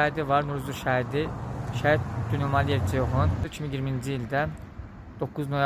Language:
Azerbaijani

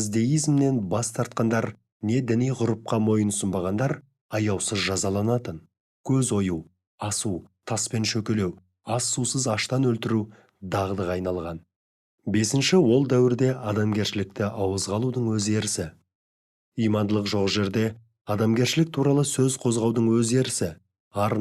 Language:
Kazakh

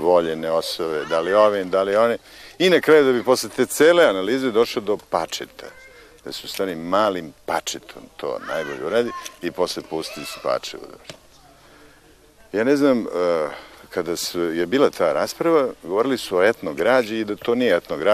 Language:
Serbian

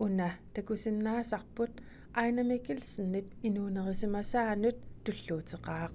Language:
Kalaallisut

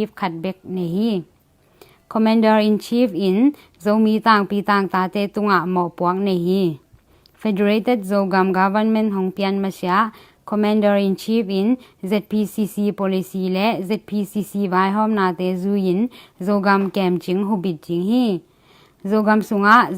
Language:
Tedim Chin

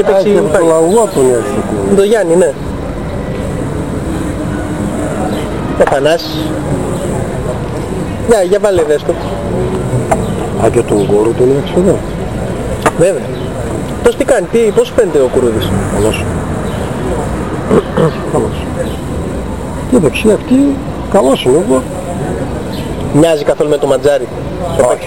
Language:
Greek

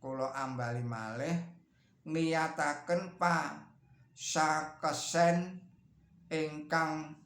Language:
Javanese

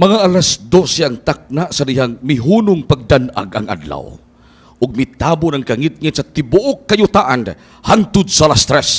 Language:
Cebuano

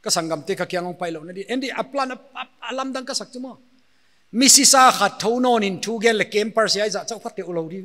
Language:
Paite Chin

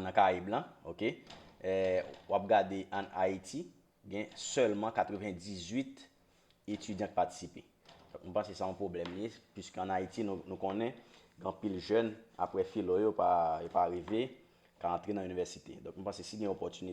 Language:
Haitian Creole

